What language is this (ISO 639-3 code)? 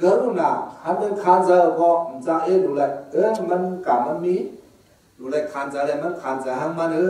shn